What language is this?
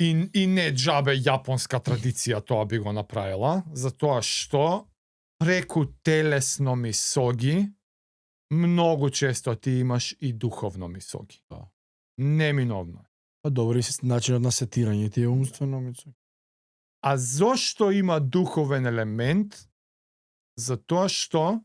Macedonian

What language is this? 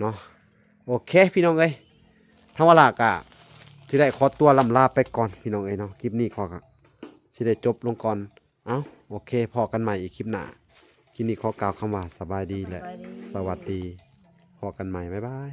Lao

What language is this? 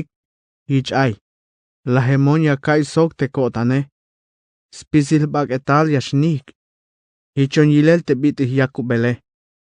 Tzeltal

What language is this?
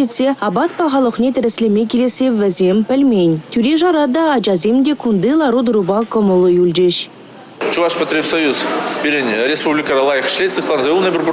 Chuvash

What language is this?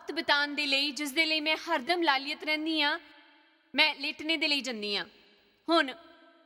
Dogri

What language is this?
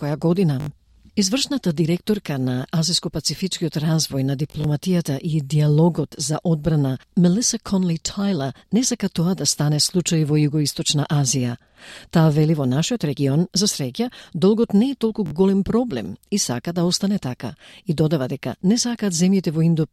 Macedonian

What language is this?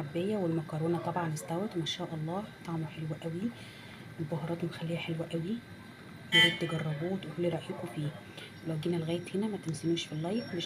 Egyptian Arabic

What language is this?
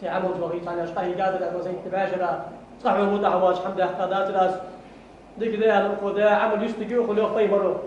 Ingush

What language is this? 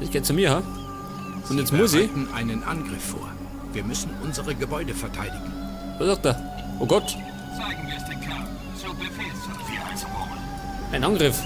Bavarian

